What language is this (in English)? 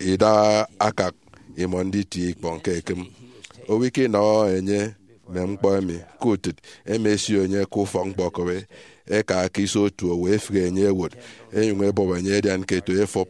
Efik